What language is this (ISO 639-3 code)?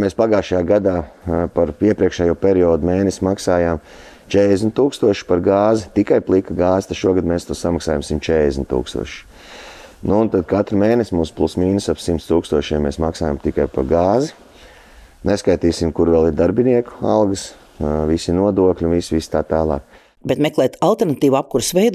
lav